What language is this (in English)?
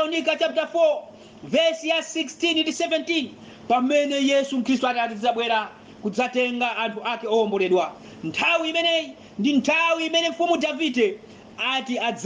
Nyanja